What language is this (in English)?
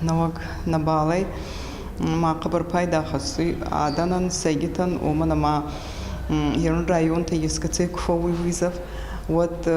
Ossetic